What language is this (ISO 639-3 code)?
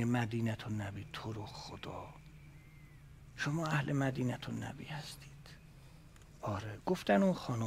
fas